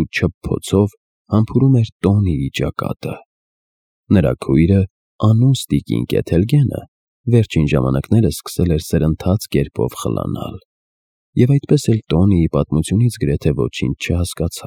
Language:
Armenian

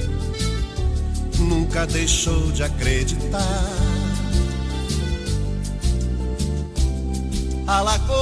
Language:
Portuguese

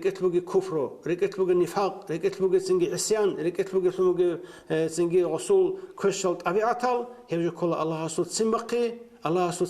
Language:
Avaric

